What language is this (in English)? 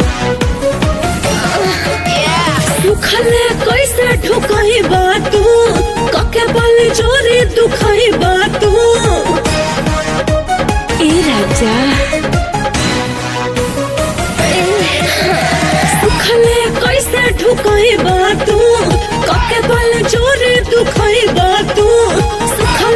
Bhojpuri